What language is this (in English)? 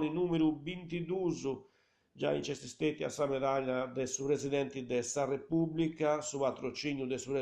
Sardinian